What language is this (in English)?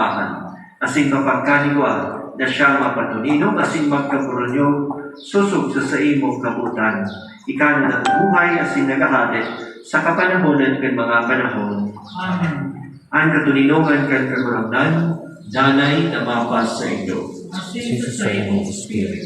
Bikol